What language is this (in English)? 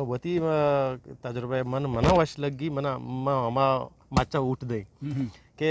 Eastern Balochi